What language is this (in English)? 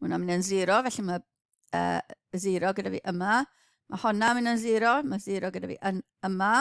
Welsh